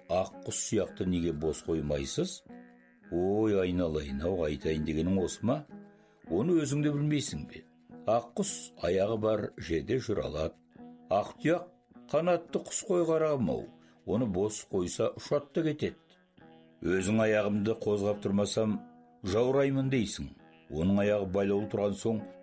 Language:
Kazakh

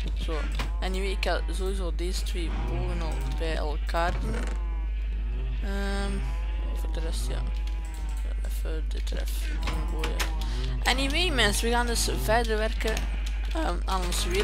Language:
Dutch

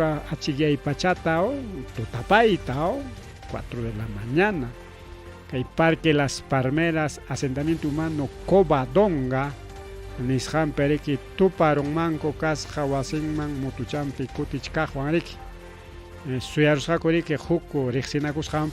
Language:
Ayacucho Quechua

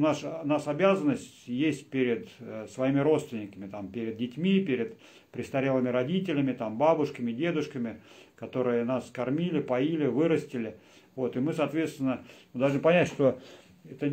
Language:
Russian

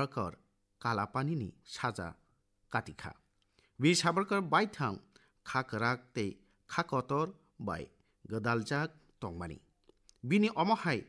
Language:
Kok Borok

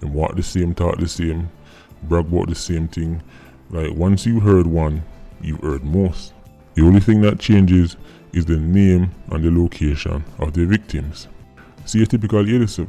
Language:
Jamaican Creole English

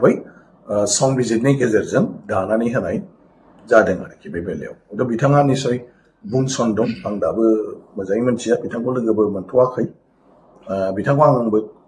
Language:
Bodo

